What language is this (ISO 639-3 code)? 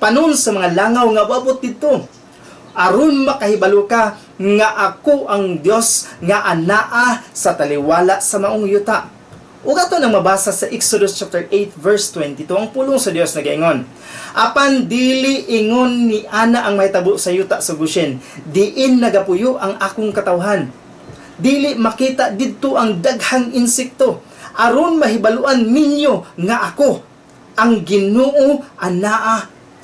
ceb